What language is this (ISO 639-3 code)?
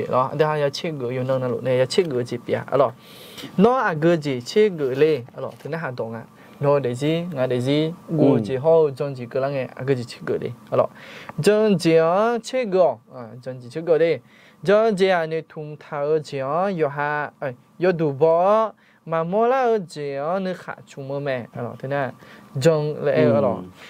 ahk